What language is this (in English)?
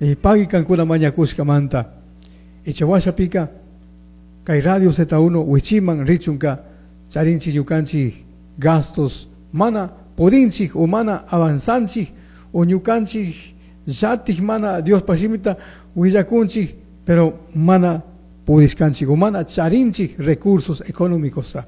Chimborazo Highland Quichua